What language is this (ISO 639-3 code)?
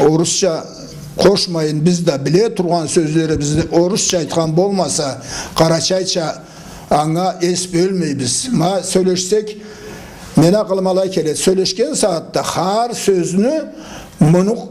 krc